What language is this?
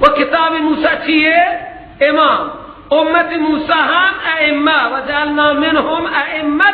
Persian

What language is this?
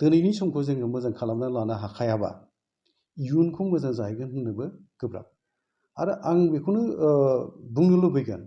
Bodo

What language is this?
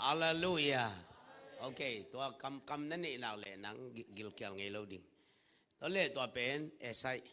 Tedim Chin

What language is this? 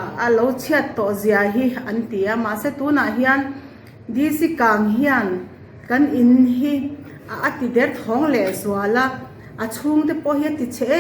Mizo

